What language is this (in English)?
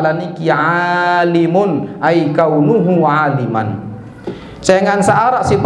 Sasak